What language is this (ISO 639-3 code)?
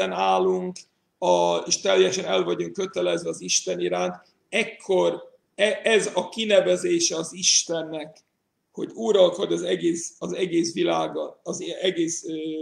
hun